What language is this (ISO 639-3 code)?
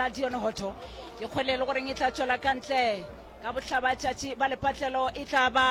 nso